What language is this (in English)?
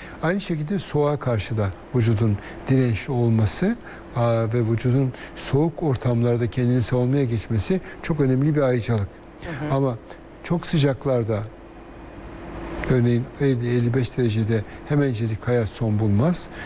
Turkish